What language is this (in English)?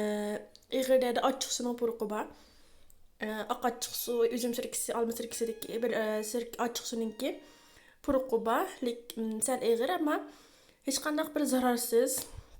Uyghur